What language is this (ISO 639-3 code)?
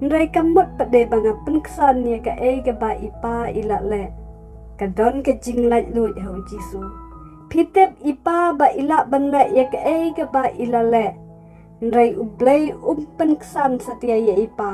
kha